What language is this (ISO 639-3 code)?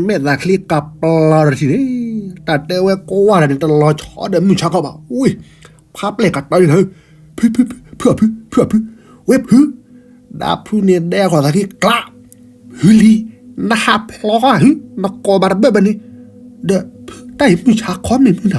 ksw